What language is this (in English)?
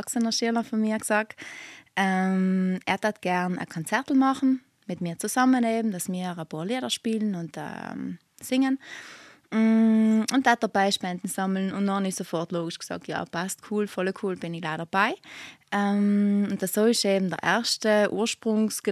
German